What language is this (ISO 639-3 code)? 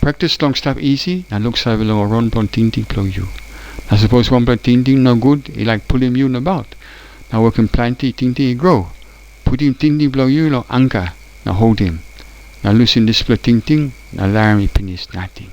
tpi